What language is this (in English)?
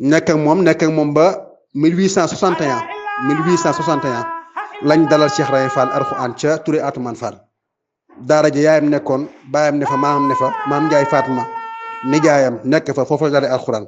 Wolof